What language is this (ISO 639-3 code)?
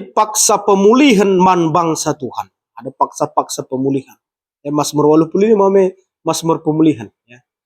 btx